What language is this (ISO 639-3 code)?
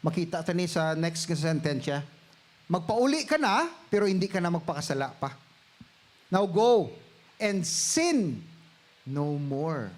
hil